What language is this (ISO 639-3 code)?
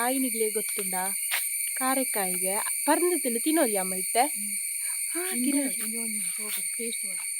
tcy